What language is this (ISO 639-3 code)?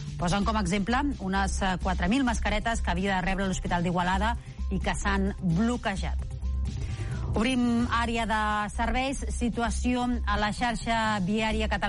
cat